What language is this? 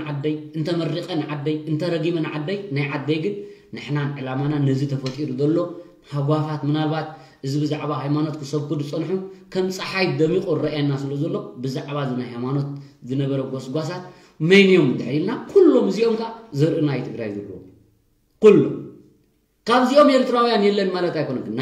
Tigrinya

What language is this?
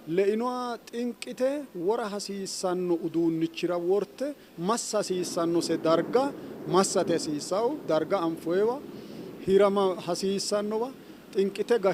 Sidamo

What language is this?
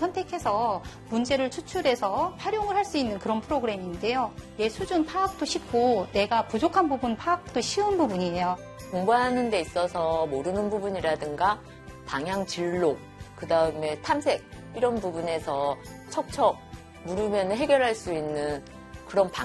Korean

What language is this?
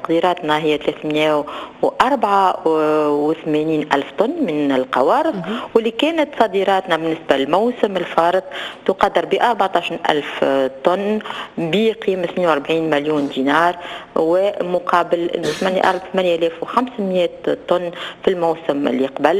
Tunisian Arabic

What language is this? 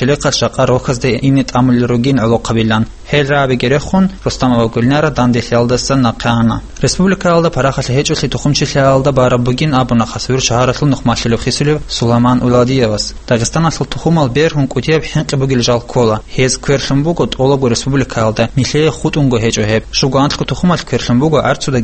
Avaric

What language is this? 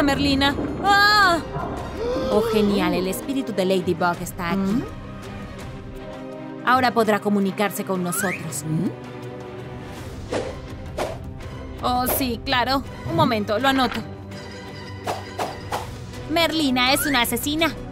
Spanish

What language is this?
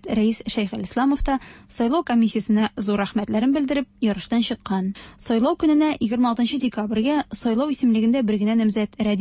Tatar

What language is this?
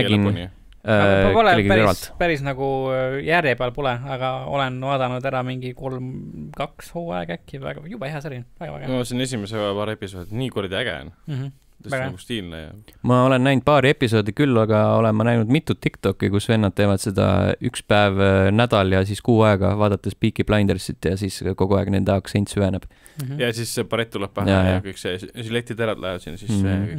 Estonian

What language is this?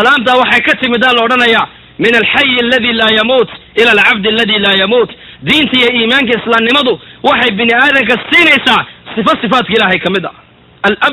Somali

